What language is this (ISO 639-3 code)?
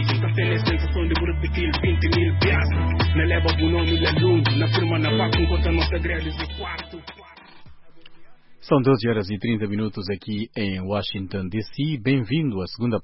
por